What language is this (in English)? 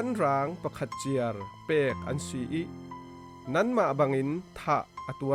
Falam Chin